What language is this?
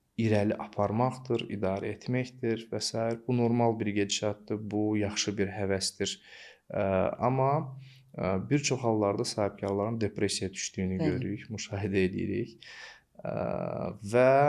Azerbaijani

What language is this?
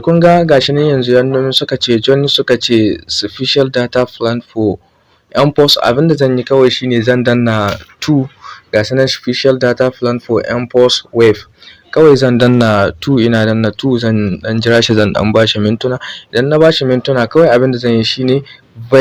Hausa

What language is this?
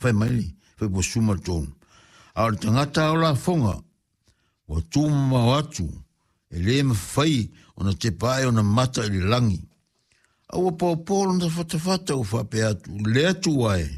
Samoan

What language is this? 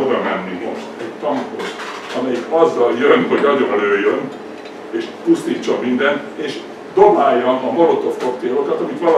Hungarian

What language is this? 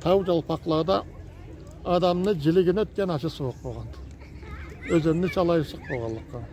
Karachay-Balkar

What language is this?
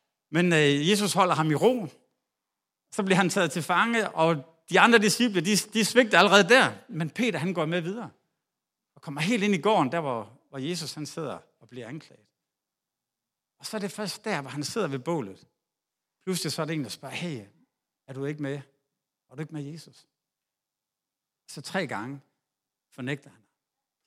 Danish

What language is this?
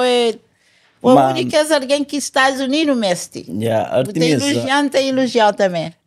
Kabuverdianu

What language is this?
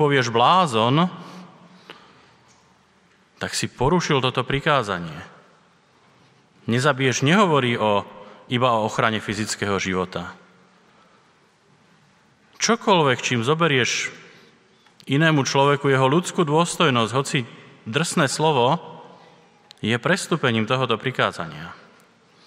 Slovak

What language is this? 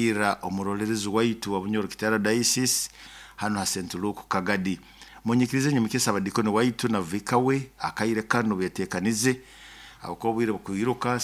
Nyoro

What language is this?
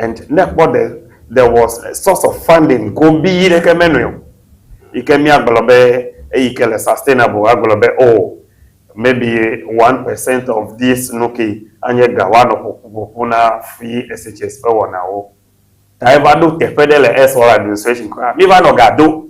Ewe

